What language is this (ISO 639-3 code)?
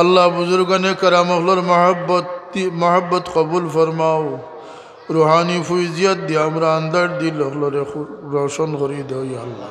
syl